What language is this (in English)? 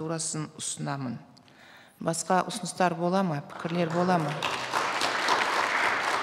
Kazakh